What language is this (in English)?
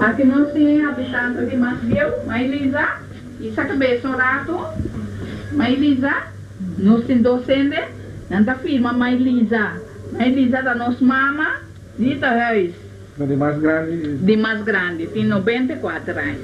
Papiamento